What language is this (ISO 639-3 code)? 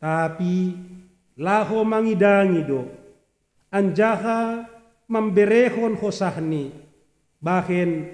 bts